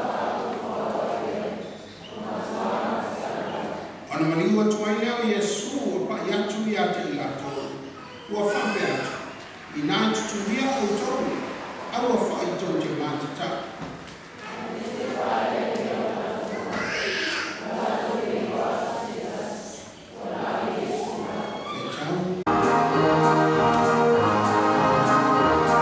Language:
Serbian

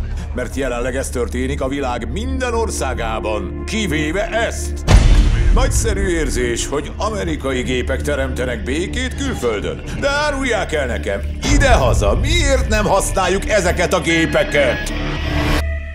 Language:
Hungarian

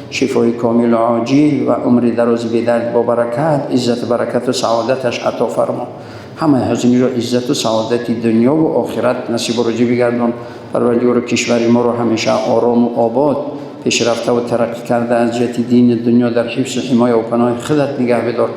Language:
Tajik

